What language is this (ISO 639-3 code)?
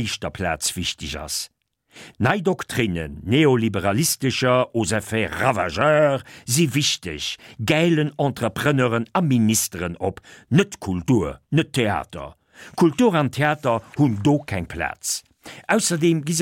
ltz